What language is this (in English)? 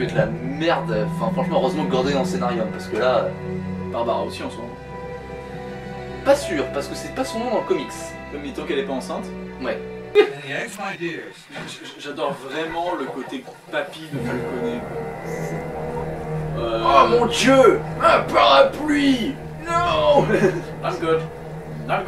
French